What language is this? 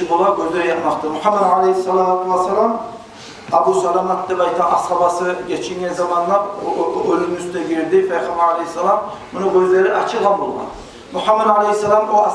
Kumyk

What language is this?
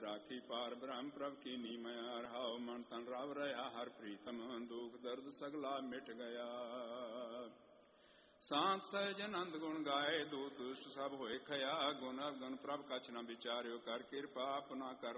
Punjabi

